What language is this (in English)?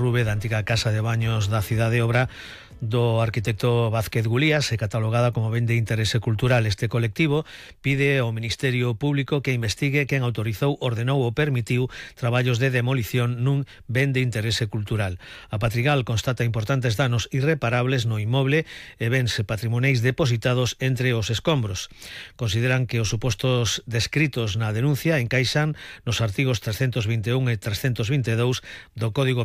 Galician